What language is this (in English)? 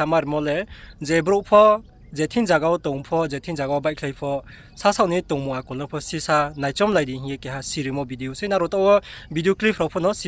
Riang (India)